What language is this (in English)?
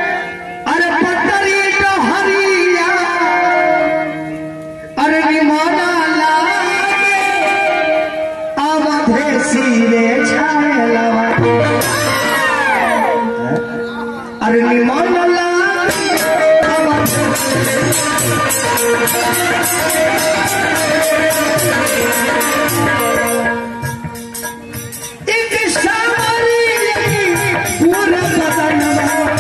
Bhojpuri